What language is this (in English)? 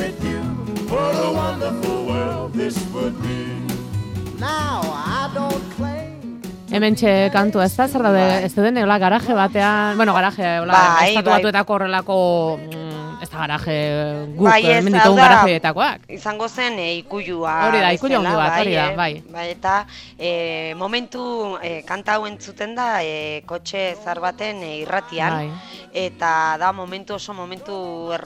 Basque